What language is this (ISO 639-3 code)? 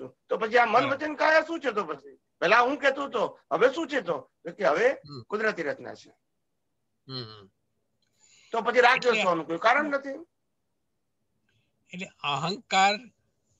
guj